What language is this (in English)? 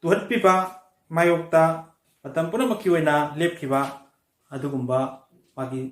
Manipuri